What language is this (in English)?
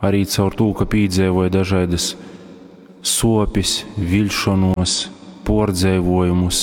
Latgalian